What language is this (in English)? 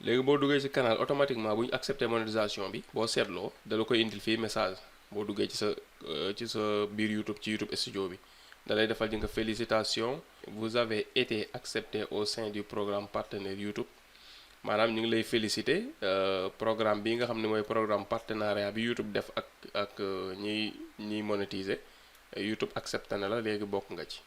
Wolof